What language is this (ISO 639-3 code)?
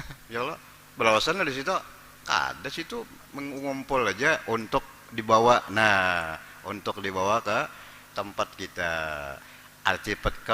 bjn